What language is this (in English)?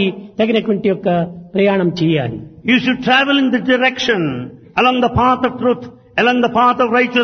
Telugu